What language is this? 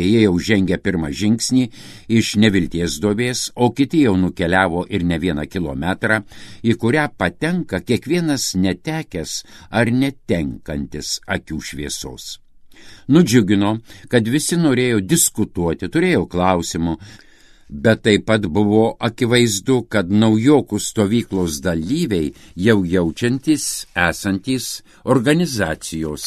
Lithuanian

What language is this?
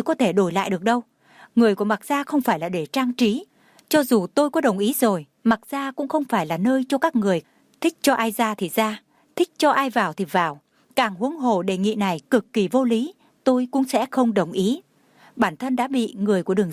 Vietnamese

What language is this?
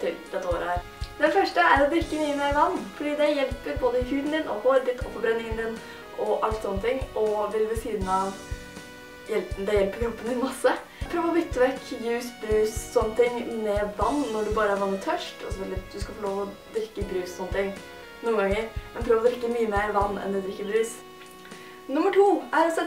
Norwegian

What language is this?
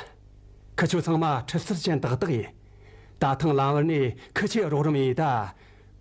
Tibetan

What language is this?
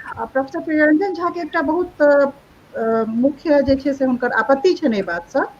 Maithili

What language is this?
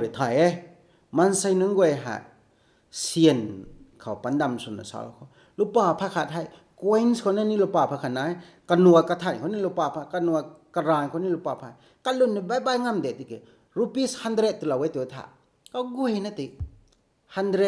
Rongmei Naga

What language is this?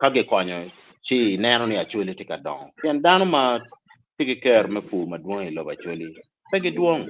Acoli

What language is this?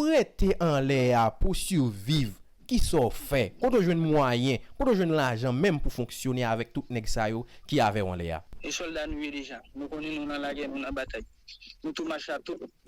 Haitian Creole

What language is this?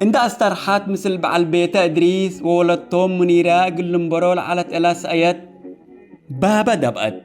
Tigre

